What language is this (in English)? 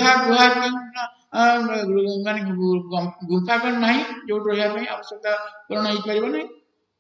Odia